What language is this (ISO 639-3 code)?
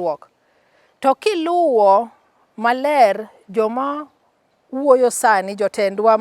luo